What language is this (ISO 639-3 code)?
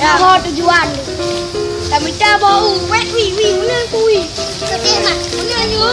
ace